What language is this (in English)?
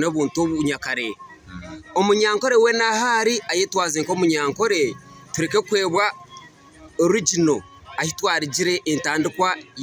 Nyankole